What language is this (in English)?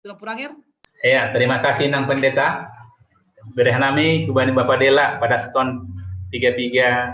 Batak Simalungun